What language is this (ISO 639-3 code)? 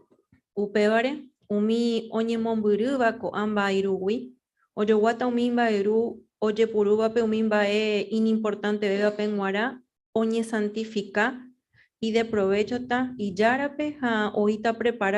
grn